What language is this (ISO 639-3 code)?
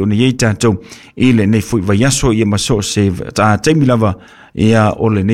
smo